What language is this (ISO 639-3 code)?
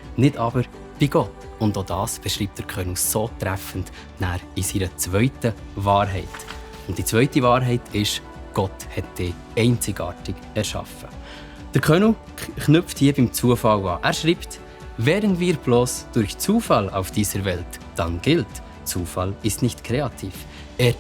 gsw